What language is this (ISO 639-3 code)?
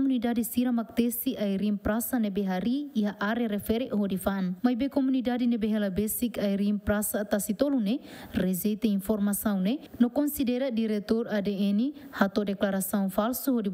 tet